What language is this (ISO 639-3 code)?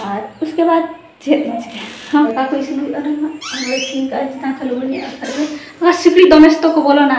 sat